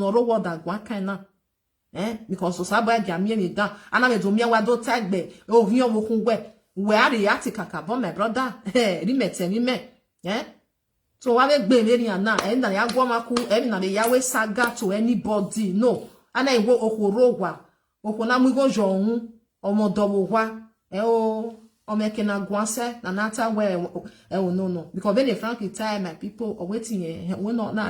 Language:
Nigerian Pidgin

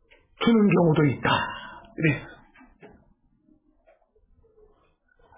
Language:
Korean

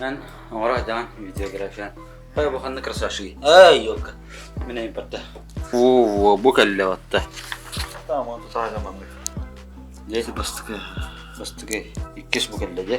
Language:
Yakut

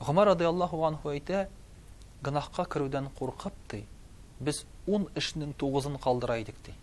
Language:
Tatar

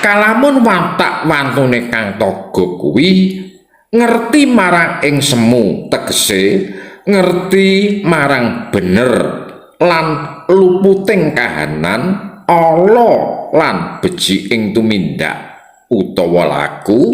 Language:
Javanese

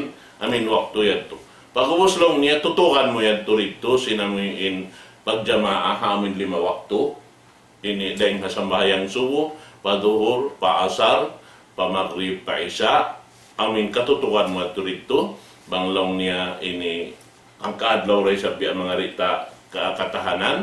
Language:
Tausug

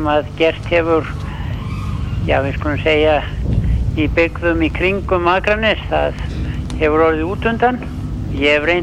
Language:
Icelandic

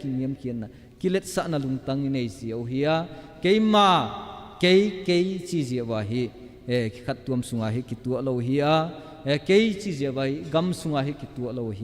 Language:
Tedim Chin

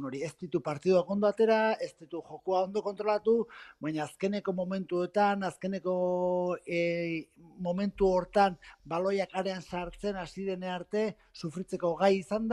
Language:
Basque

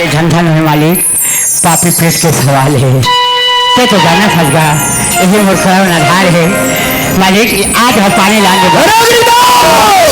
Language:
Chhattisgarhi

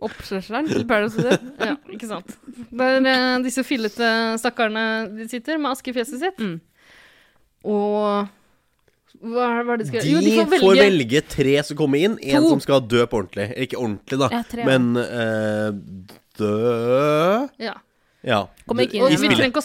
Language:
Norwegian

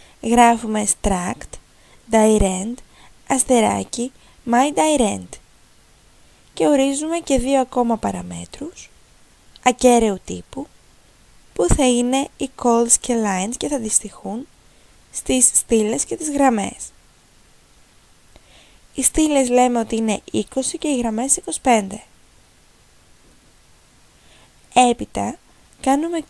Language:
Greek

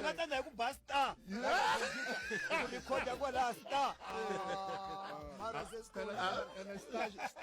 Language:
Tsonga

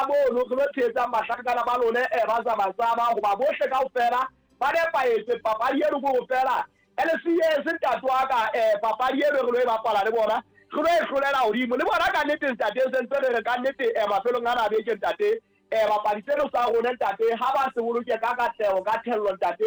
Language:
Southern Sotho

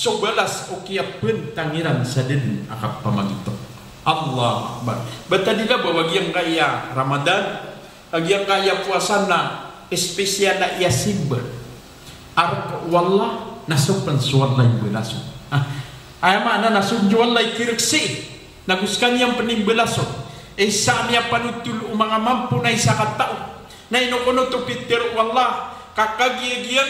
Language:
Maranao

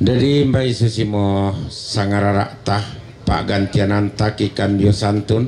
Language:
Toraja-Sa'dan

